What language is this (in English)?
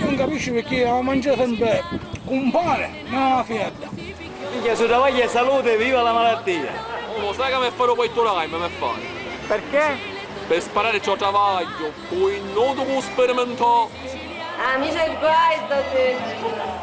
Sicilian